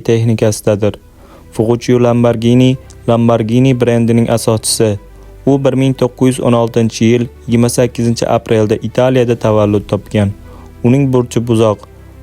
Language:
Uzbek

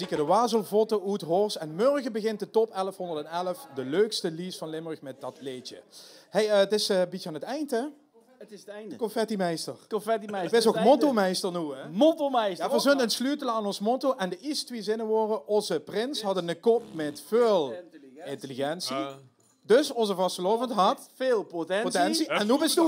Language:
Limburgish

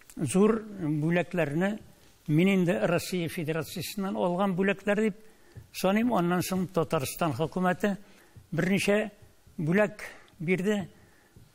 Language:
Tatar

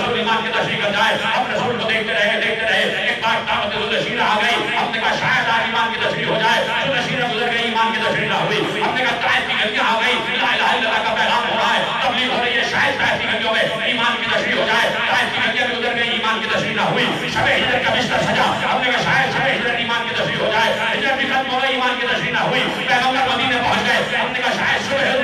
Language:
Urdu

